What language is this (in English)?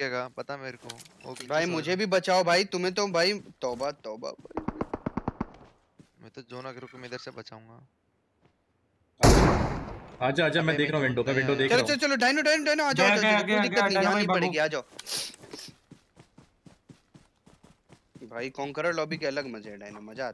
Hindi